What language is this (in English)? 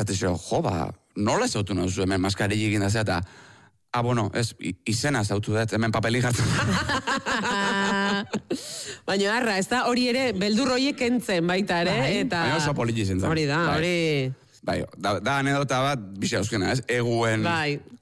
Basque